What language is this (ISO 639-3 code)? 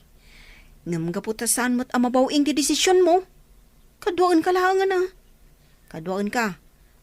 ilo